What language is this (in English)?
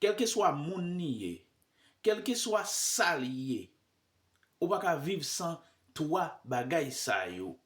Haitian Creole